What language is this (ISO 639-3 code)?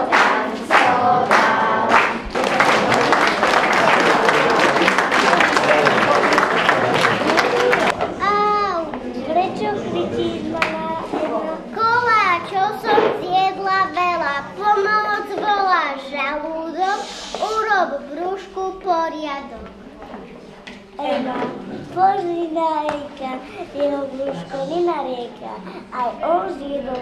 slk